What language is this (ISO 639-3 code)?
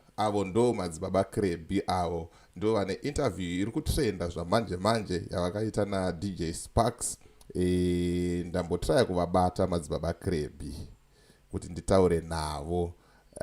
sna